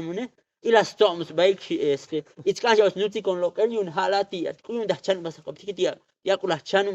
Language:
Tzotzil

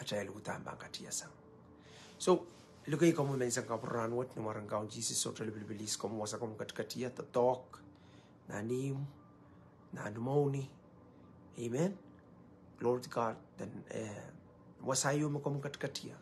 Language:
Pohnpeian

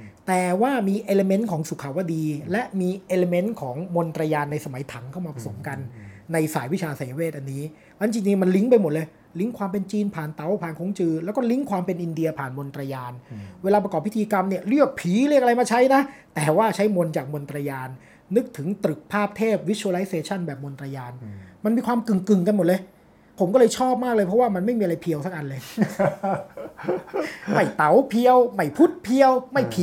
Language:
Thai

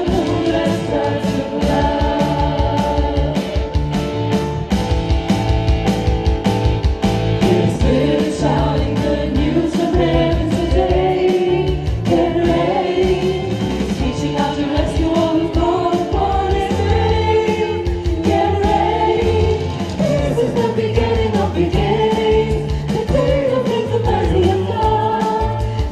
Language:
English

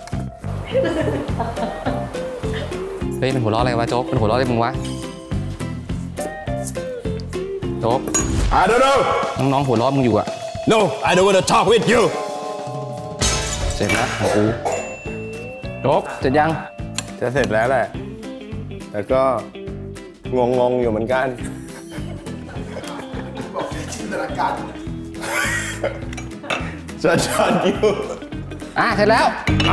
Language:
Thai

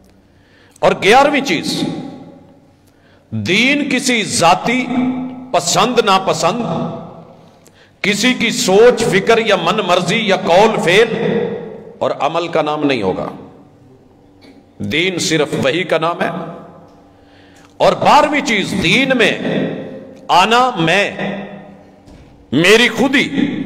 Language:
Urdu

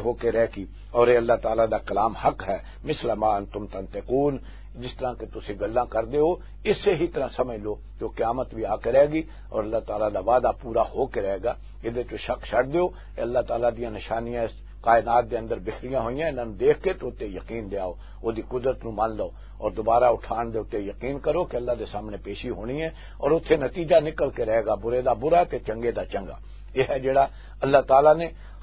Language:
Western Panjabi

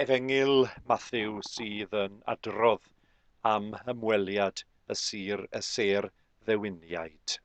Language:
Welsh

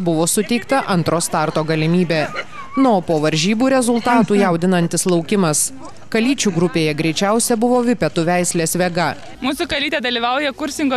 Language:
Lithuanian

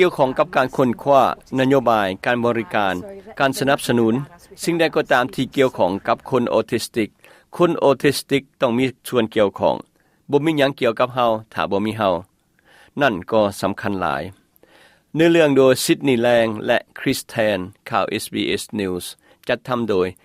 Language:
Lao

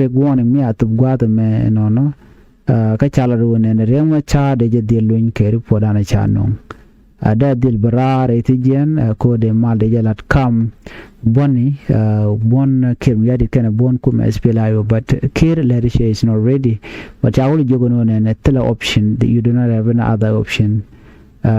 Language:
Nuer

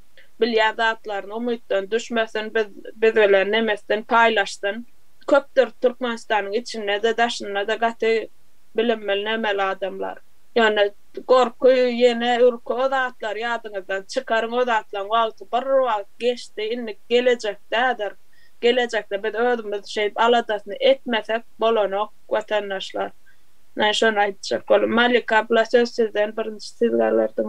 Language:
Turkmen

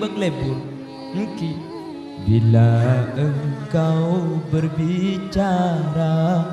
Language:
Madurese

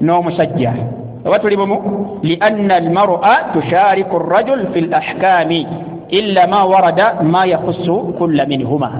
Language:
Ganda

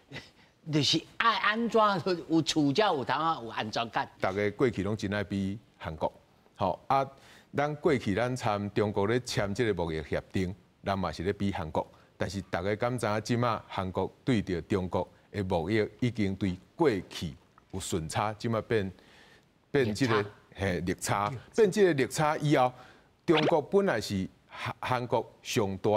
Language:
Min Nan Chinese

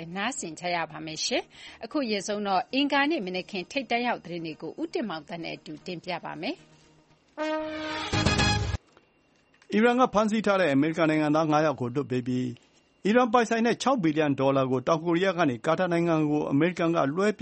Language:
Burmese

